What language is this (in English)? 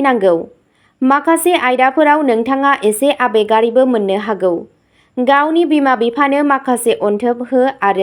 Bodo